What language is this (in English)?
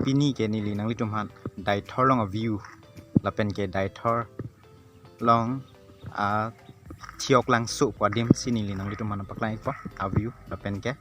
Karbi